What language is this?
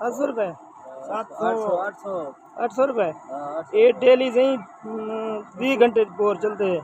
Saraiki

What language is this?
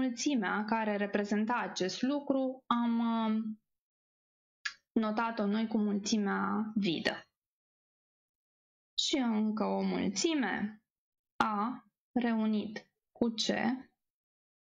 Romanian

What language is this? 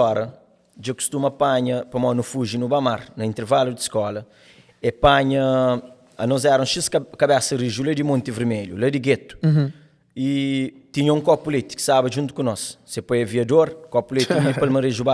Kabuverdianu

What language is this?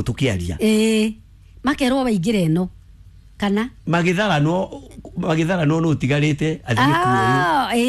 Kikuyu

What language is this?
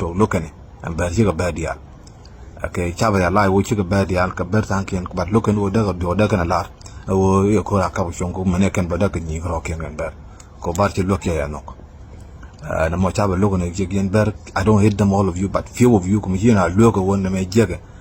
Nuer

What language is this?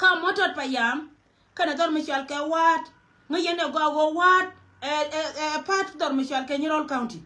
Nuer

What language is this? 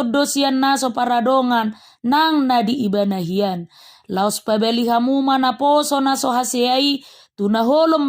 Batak Toba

